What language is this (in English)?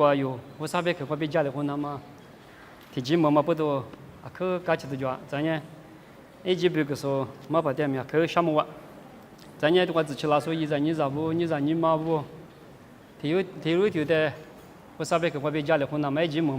Lisu